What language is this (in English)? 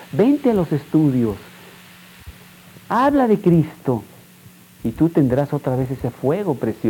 Spanish